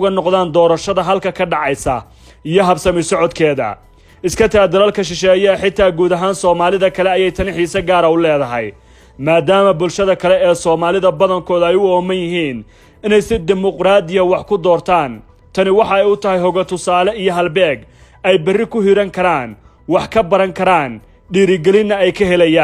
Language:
Somali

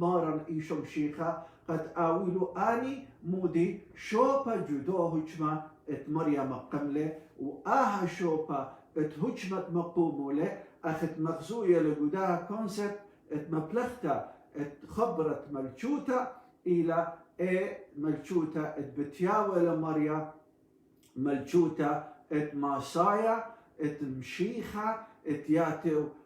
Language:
Assyrian Neo-Aramaic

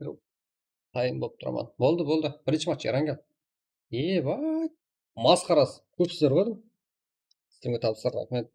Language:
Kara-Kalpak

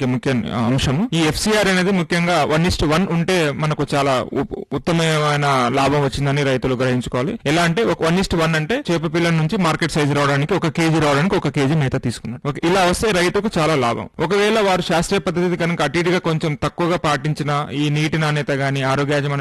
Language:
Telugu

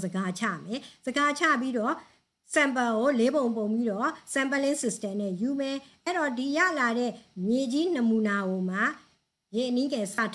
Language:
Burmese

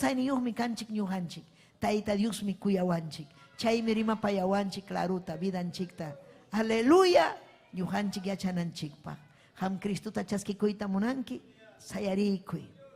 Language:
Ayacucho Quechua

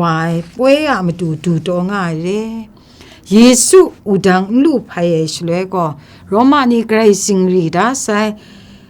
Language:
Kachin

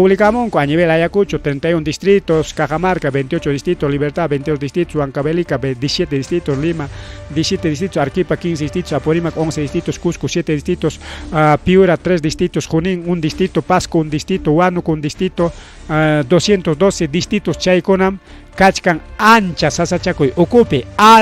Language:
Ayacucho Quechua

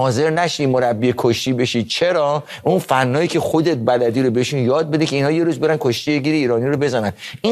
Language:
Persian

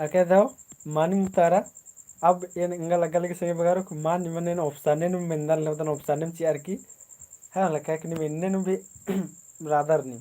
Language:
Kurukh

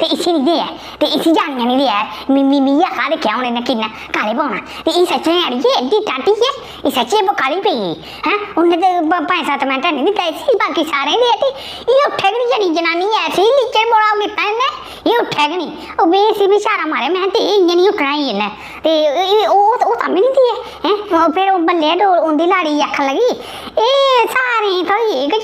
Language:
Dogri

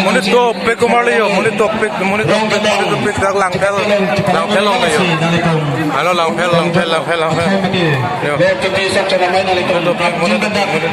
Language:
Karbi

